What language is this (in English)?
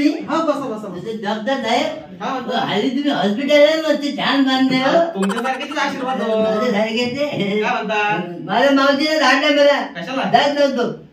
Marathi